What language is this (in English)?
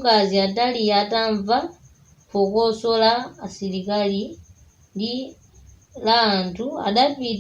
Nyanja